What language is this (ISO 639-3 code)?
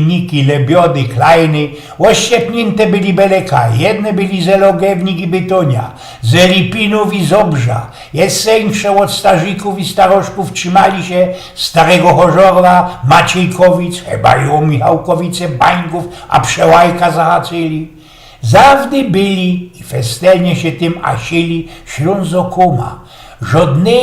szl